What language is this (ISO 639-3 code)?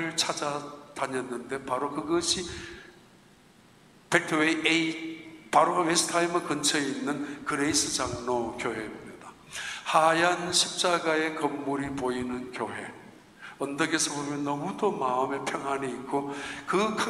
kor